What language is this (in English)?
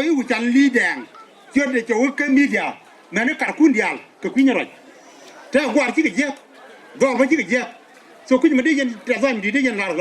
Nuer